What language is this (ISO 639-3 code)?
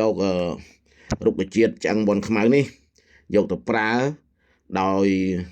khm